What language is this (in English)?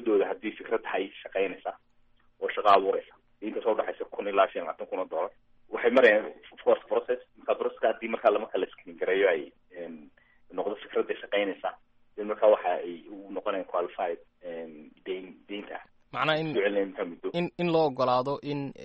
Somali